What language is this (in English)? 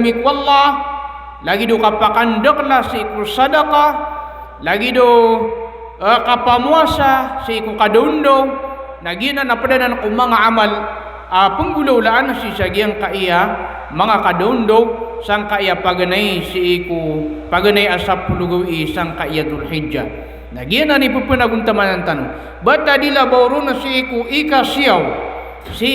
Maranao